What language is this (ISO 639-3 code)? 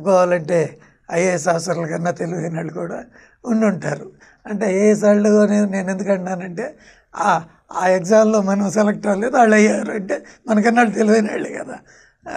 tel